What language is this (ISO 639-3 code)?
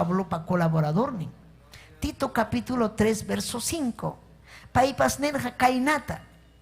quy